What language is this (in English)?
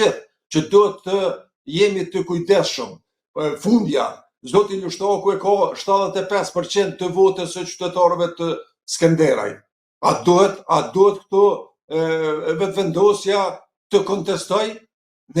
Albanian